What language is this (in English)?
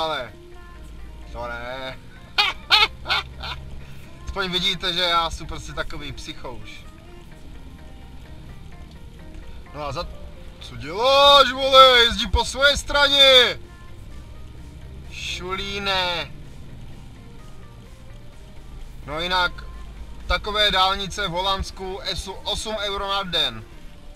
Czech